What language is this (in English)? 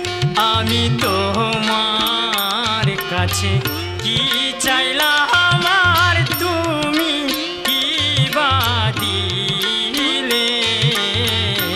Bangla